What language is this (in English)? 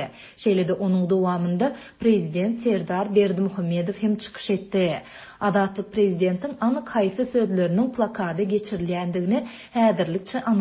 Turkmen